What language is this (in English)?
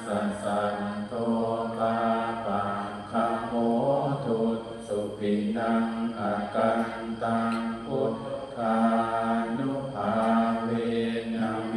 Pali